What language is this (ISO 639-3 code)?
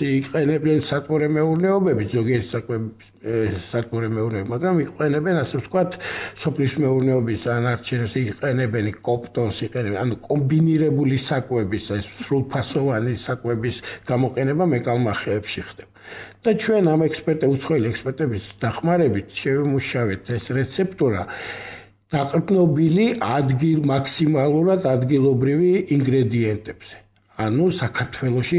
kat